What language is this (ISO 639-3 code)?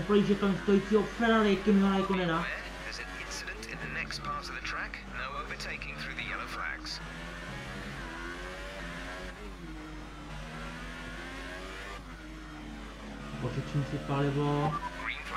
ces